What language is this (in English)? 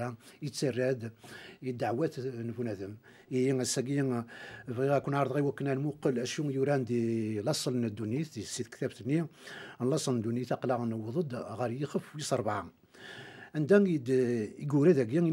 Kabyle